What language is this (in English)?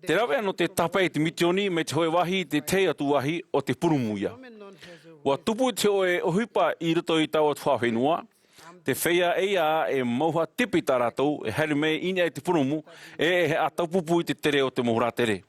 Tahitian